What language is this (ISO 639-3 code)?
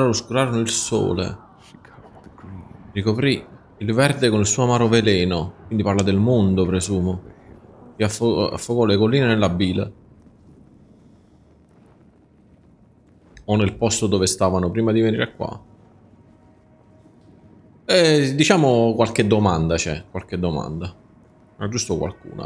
ita